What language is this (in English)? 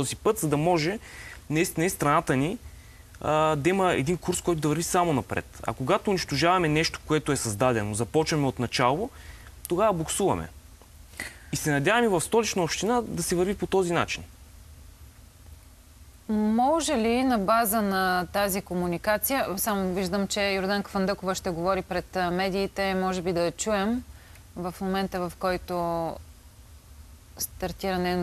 Bulgarian